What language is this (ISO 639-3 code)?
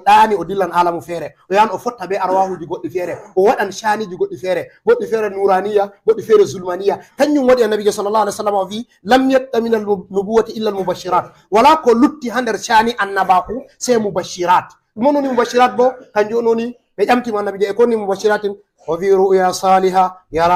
ful